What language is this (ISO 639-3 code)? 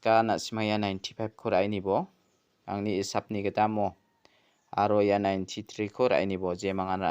grt